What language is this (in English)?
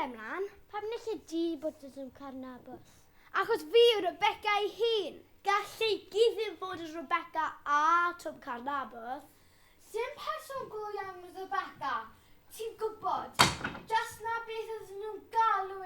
Welsh